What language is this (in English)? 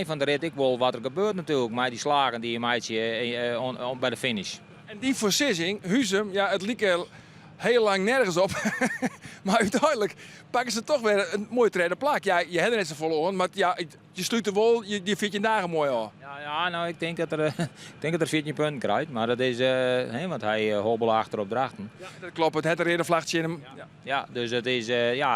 Western Frisian